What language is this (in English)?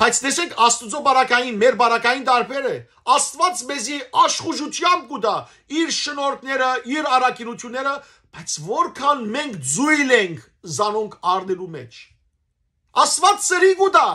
Western Armenian